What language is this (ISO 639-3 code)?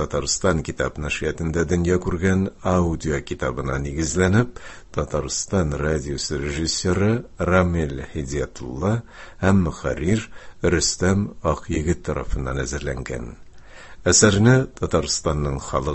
tat